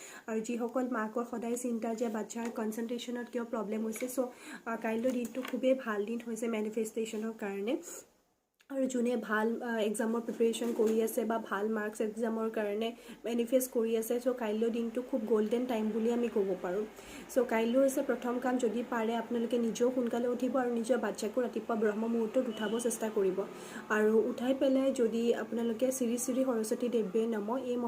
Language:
Assamese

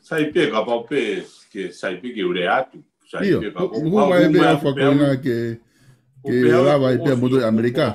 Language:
Tongan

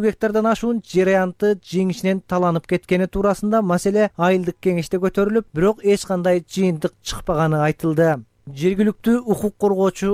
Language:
Kyrgyz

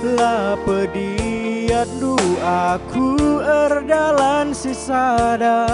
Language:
Batak Karo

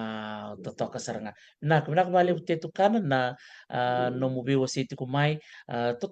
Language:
Fijian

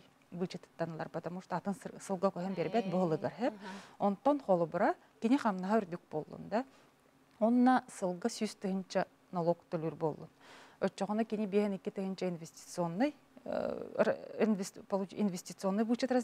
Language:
Yakut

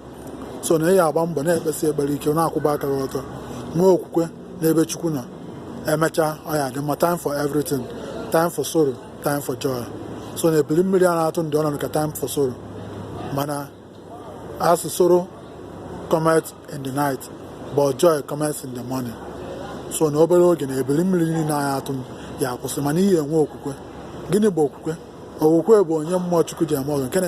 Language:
Igbo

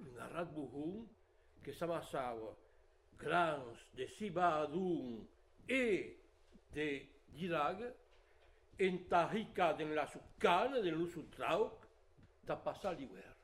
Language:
Occitan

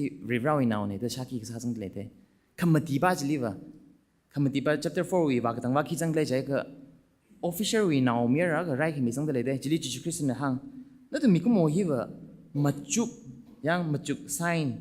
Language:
Tangkhul Naga (India)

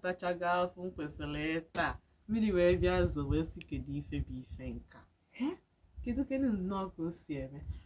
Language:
Igbo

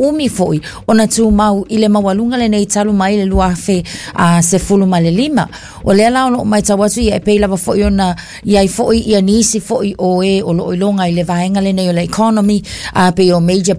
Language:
Samoan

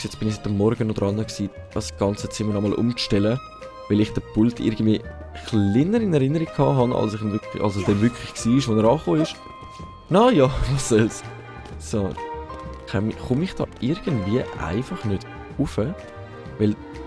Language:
Swiss German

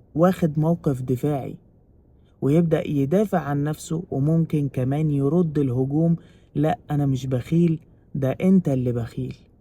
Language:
Egyptian Arabic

